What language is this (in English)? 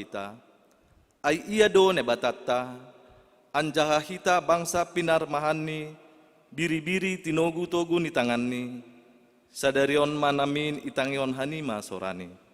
Batak Simalungun